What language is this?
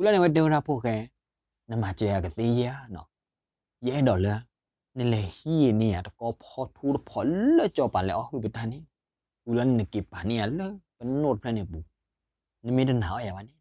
S'gaw Karen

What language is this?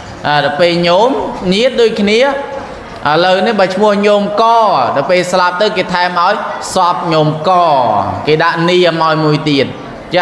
Khmer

